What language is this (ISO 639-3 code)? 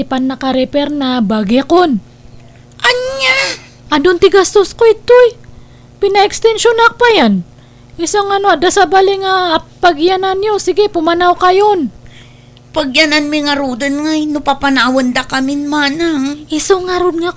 ilo